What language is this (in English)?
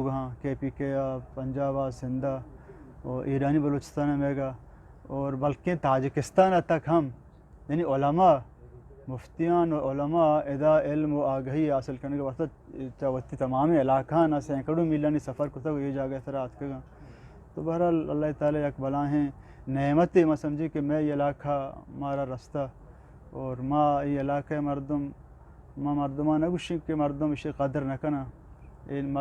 Eastern Balochi